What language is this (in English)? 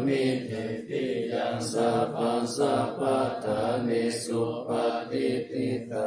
Pali